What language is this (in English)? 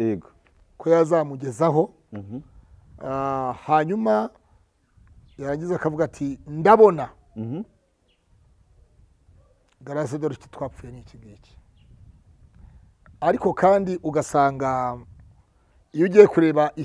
Kinyarwanda